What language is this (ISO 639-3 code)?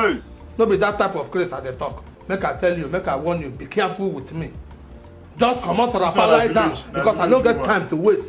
pcm